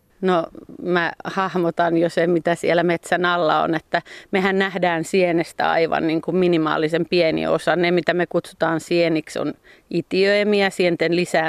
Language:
Finnish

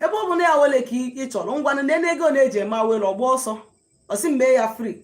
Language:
Igbo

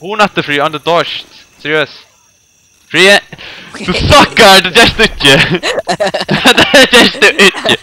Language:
Faroese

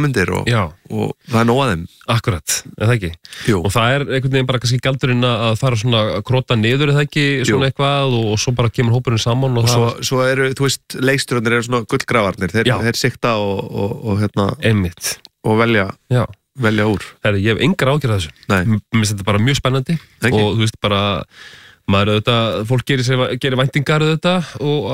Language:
Icelandic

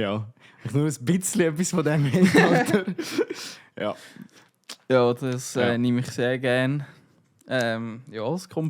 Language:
Swiss German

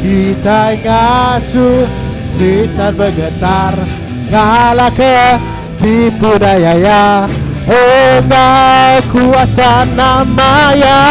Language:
Iban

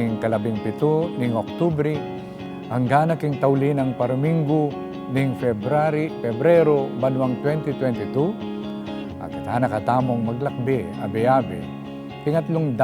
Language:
Pampanga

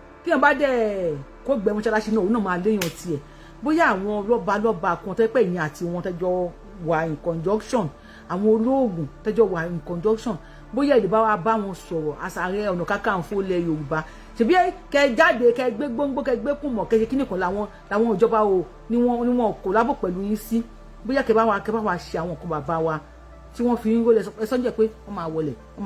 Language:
Yoruba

